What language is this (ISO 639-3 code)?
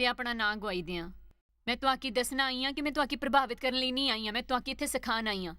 doi